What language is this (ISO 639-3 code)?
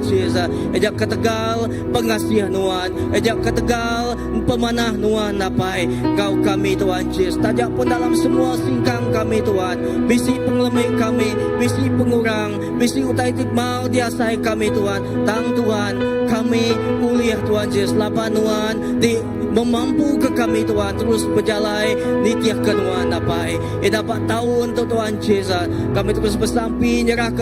iba